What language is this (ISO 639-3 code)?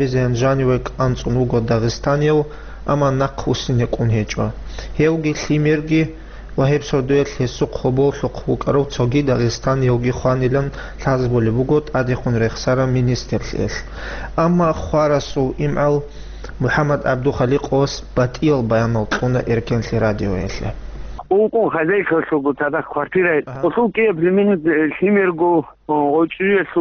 ava